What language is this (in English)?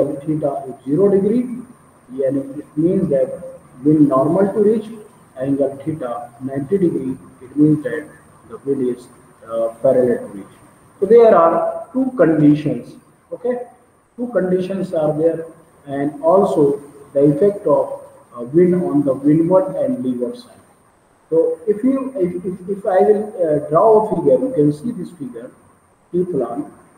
English